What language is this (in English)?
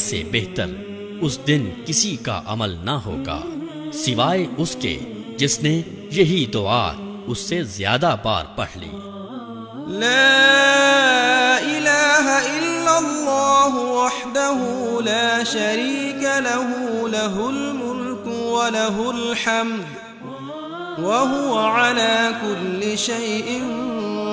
Urdu